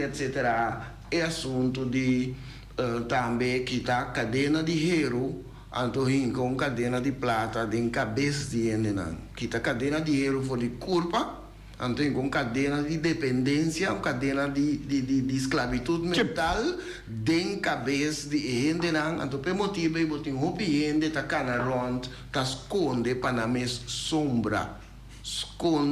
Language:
Papiamento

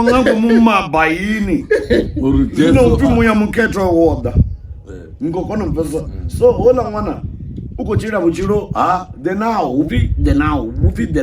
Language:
Venda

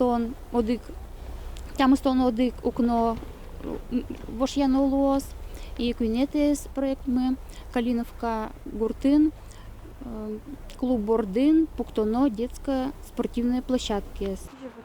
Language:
Udmurt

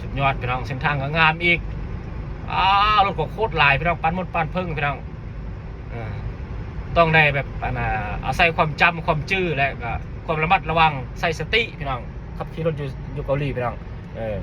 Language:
Lao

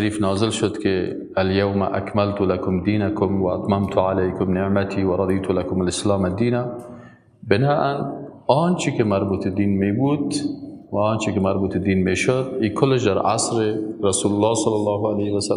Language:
Persian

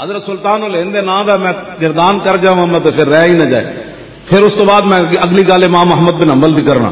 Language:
Western Panjabi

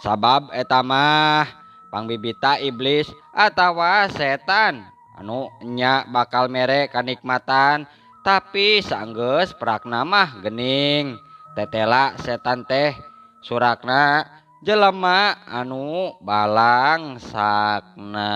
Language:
Sundanese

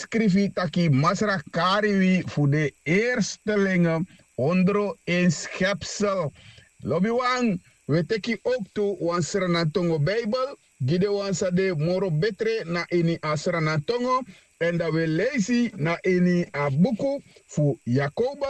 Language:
Sranan Tongo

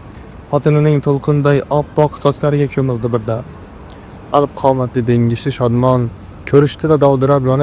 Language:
Uzbek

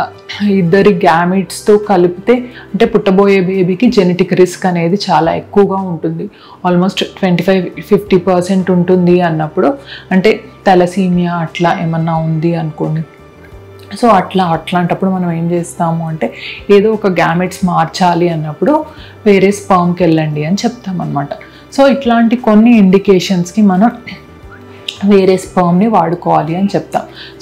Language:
Telugu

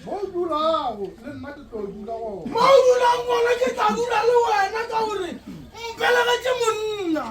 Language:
Northern Sotho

